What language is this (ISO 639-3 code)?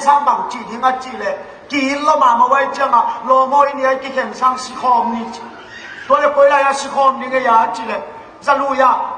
ctd